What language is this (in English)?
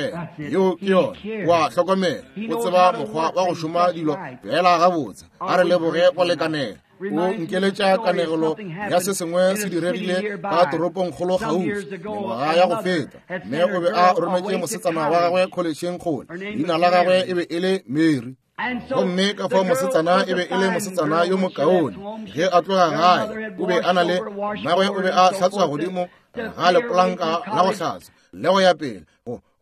Northern Sotho